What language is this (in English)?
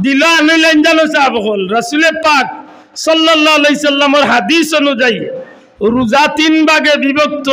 Sylheti